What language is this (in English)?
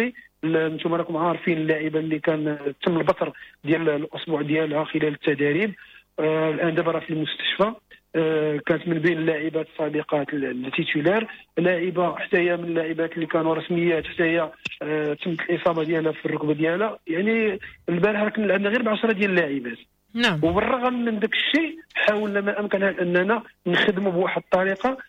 Moroccan Arabic